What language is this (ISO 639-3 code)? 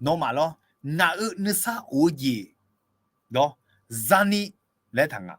ahk